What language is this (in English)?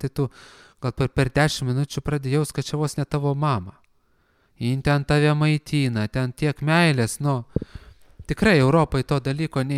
Lithuanian